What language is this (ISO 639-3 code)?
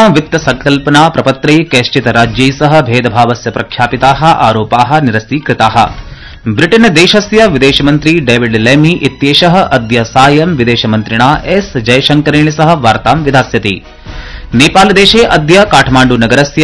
san